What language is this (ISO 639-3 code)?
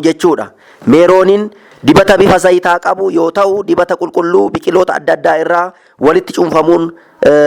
orm